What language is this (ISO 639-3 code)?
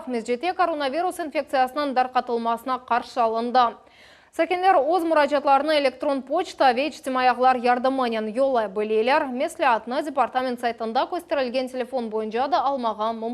crh